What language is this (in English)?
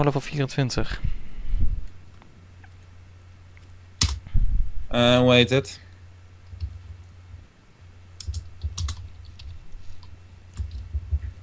Dutch